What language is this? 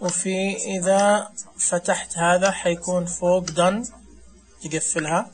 Najdi Arabic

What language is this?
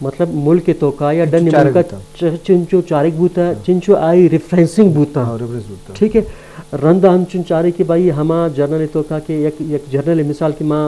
Eastern Balochi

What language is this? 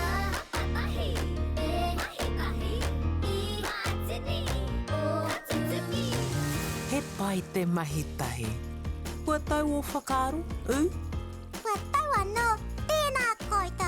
Māori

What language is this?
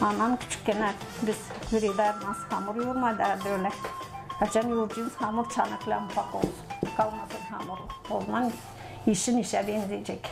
Gagauz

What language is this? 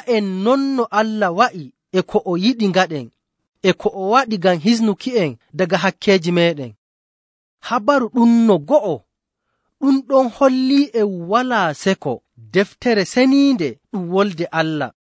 Nigerian Fulfulde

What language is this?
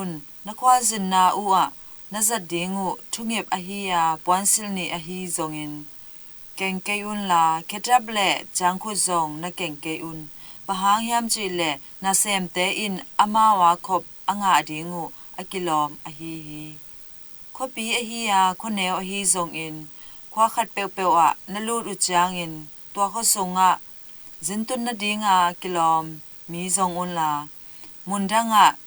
Tedim Chin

